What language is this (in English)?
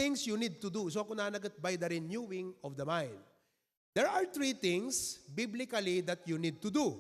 Iloko